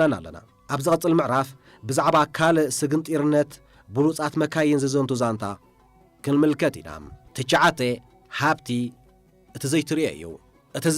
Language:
Tigrinya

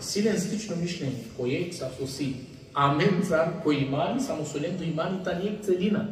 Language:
Balkan Romani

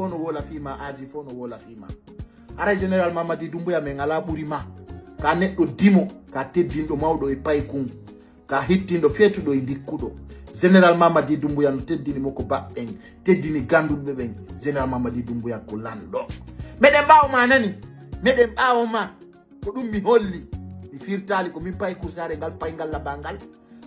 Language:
Fula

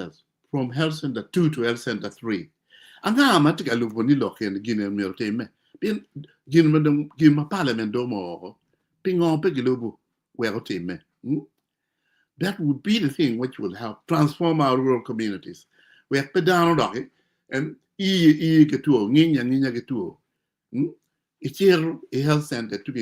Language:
Acoli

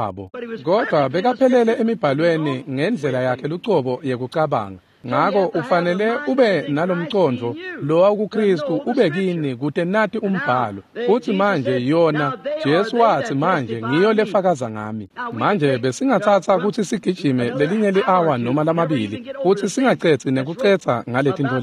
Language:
Swati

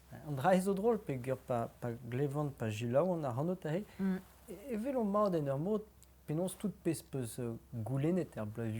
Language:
Breton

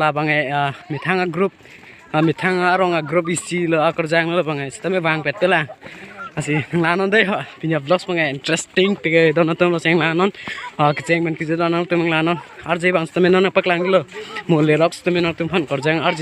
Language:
Karbi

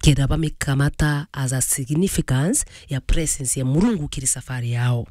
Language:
Meru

